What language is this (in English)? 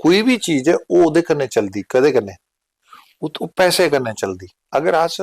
Dogri